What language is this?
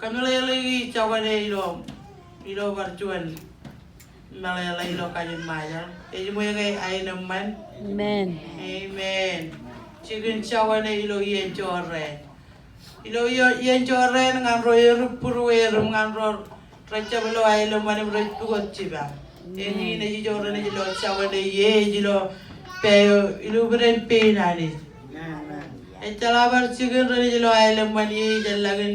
Marshallese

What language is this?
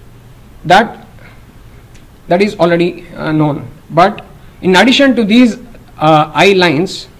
English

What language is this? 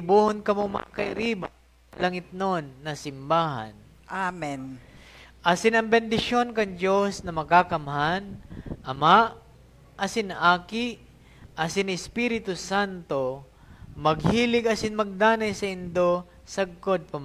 Bikol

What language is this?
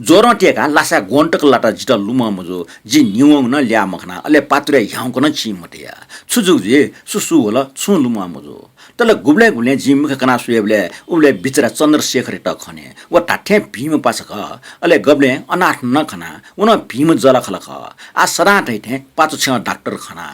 Newari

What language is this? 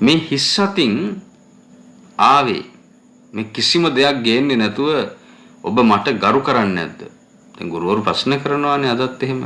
Sinhala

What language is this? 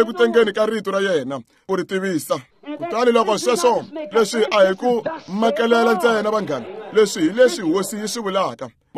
Tsonga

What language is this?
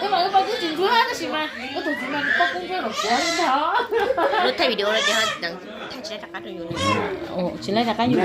Hmong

